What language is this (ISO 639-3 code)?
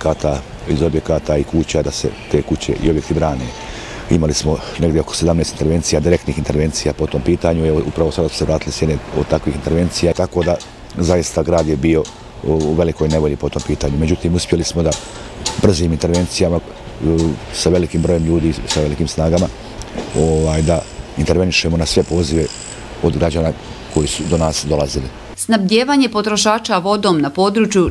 bos